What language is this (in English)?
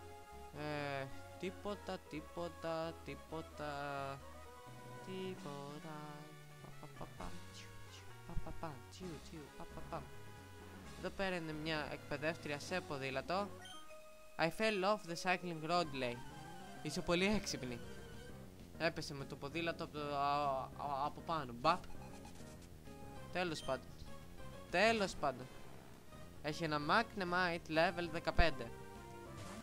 Greek